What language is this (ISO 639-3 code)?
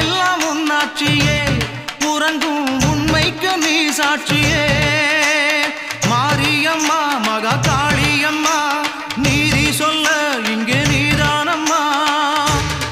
tam